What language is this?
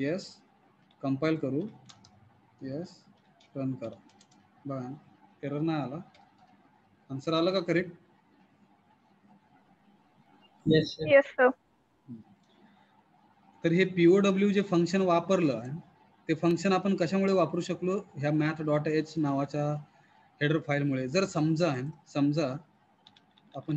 Marathi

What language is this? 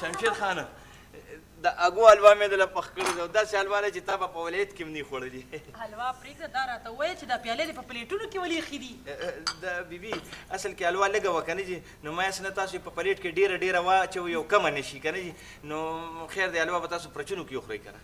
Pashto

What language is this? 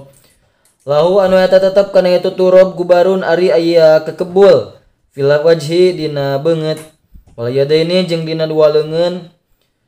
Sundanese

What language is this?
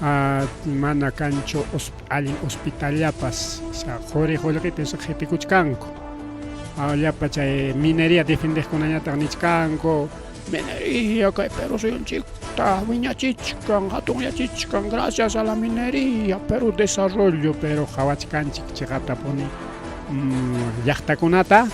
Ayacucho Quechua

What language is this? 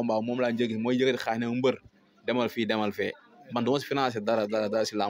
Wolof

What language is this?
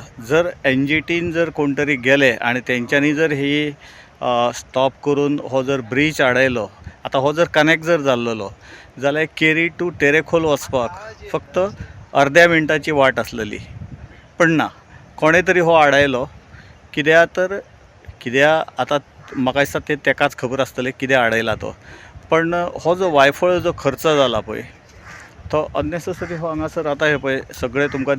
Konkani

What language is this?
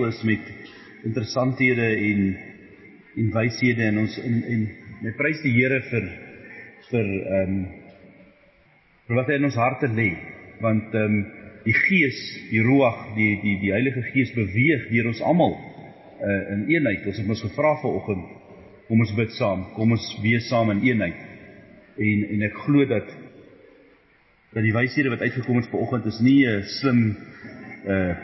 Afrikaans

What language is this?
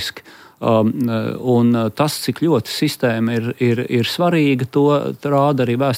Latvian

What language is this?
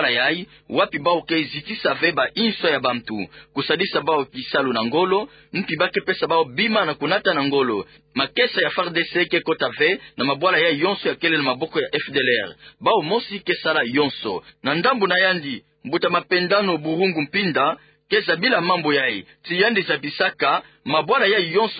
Kituba (Democratic Republic of Congo)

